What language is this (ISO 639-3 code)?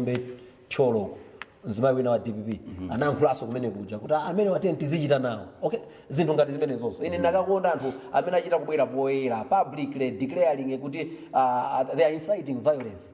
nya